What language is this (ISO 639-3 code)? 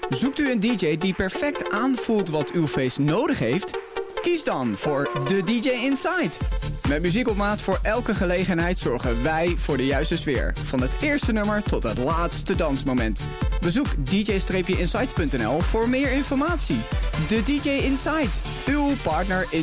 nld